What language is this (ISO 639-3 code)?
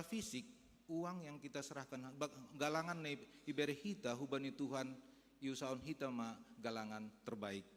bts